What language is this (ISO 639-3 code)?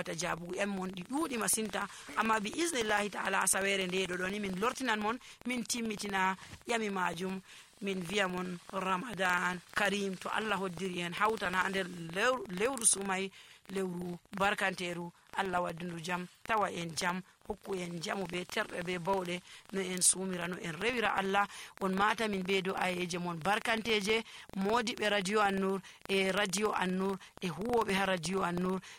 fuv